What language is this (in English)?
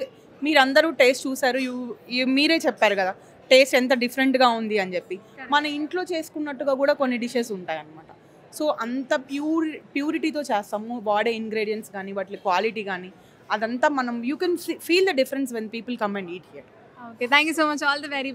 Telugu